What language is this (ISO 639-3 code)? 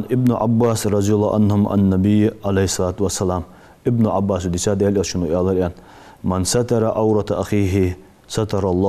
inh